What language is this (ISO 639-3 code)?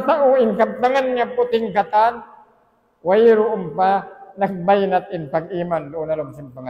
tsg